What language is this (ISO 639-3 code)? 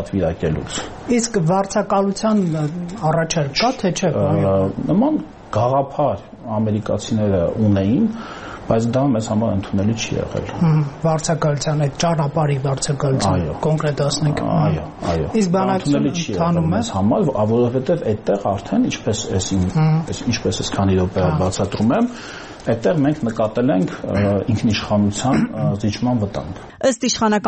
hye